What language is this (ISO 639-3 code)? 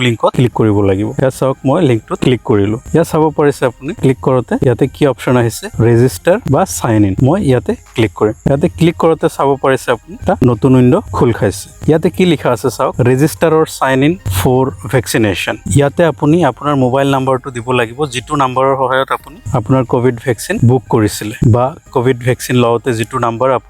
asm